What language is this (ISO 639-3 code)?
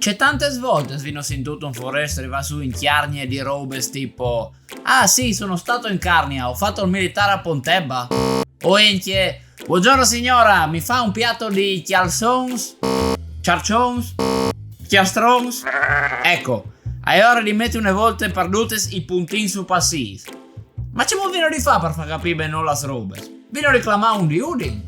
fur